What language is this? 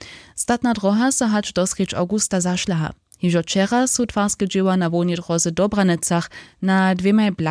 Upper Sorbian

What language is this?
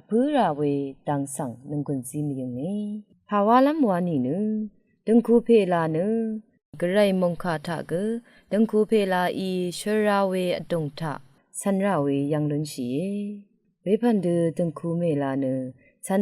Rawang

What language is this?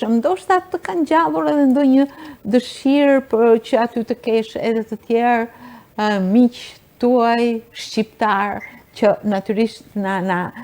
Albanian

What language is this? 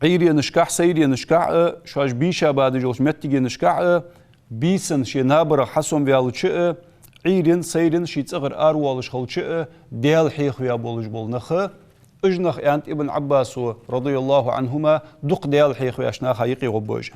Ingush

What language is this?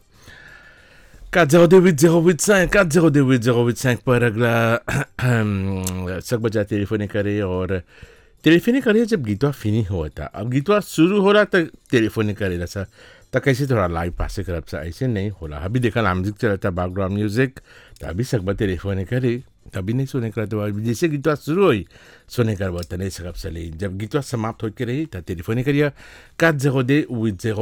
Bhojpuri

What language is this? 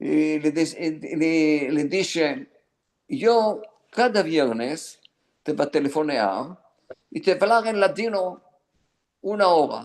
Ladino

